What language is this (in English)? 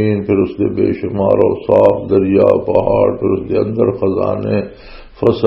Western Panjabi